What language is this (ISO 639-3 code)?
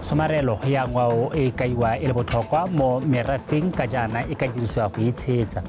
tsn